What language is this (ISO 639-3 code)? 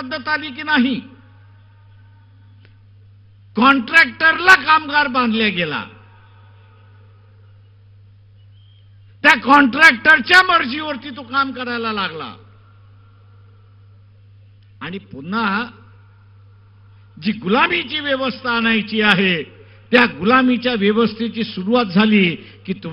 mar